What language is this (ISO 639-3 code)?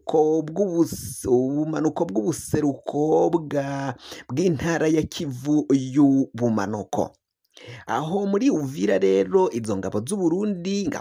run